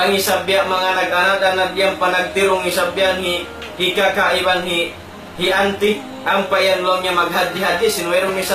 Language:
Tausug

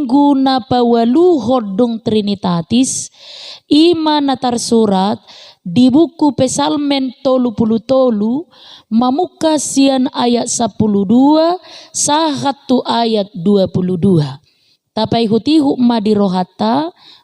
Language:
Batak Toba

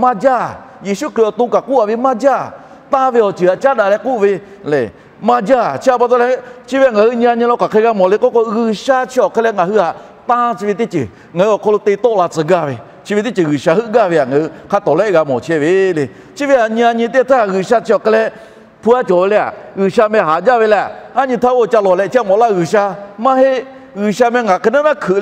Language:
Lahu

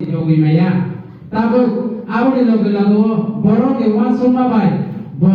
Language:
Kok Borok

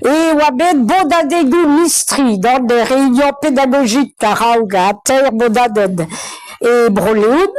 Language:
Breton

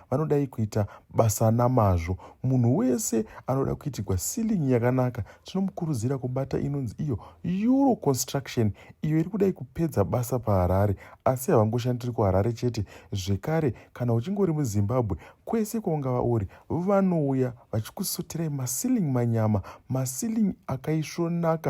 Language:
Shona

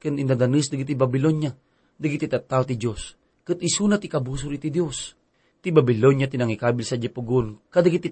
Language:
Iloko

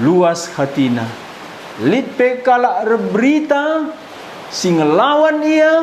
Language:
Batak Karo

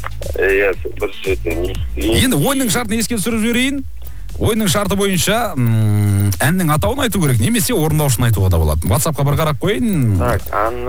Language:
Kazakh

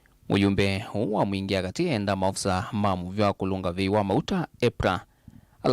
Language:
Kamba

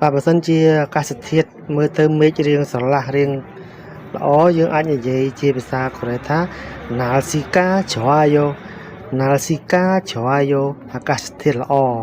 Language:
Khmer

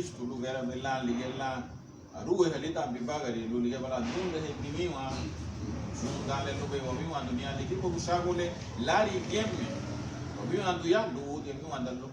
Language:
Garifuna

